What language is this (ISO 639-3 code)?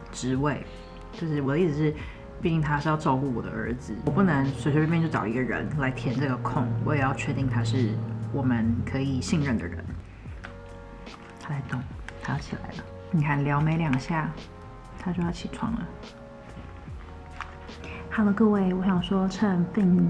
zho